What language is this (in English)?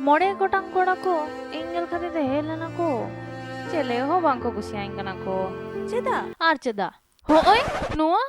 Santali